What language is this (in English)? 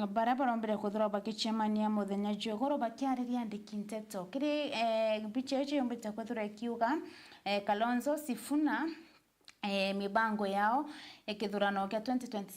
Meru